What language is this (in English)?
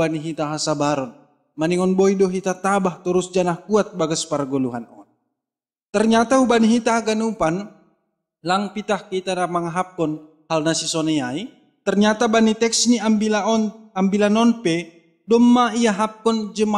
Batak Simalungun